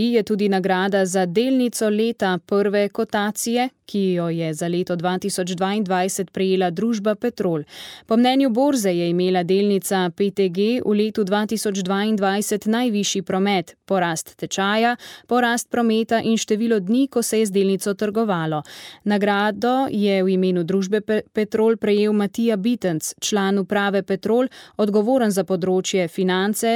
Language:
Slovenian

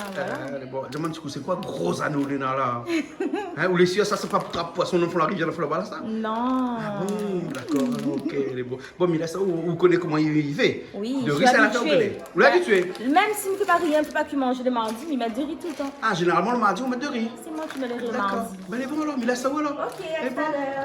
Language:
Réunion Creole French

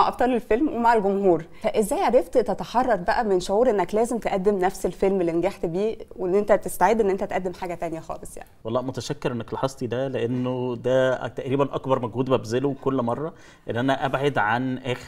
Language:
Egyptian Arabic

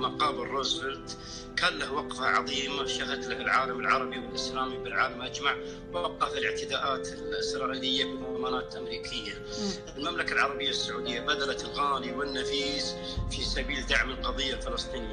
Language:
Arabic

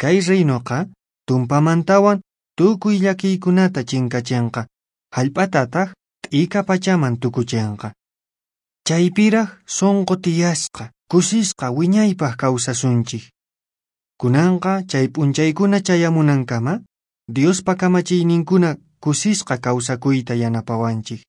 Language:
Quechua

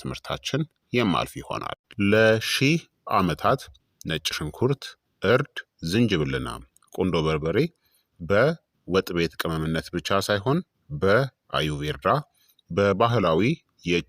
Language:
Amharic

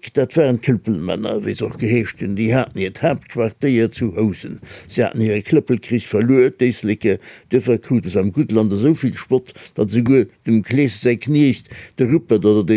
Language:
Luxembourgish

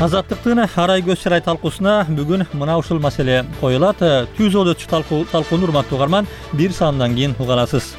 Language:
Kyrgyz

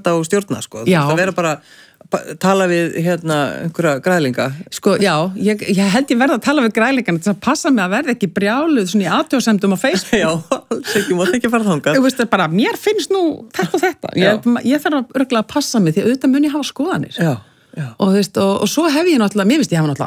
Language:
Icelandic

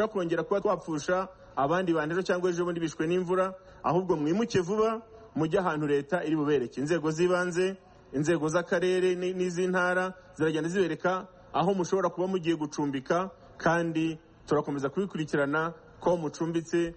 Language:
Kinyarwanda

